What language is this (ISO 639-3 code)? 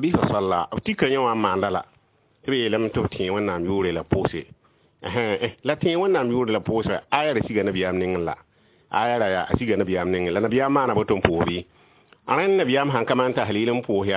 mos